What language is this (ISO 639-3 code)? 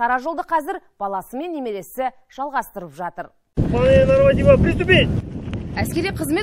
kaz